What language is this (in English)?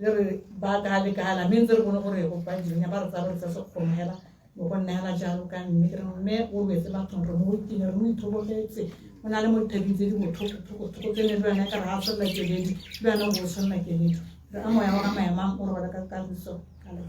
Tswana